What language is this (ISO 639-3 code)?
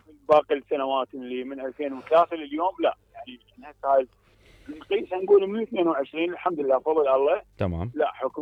acm